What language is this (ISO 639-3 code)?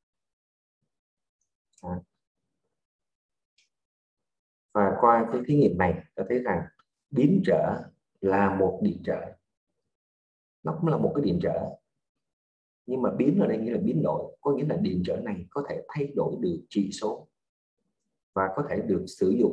vie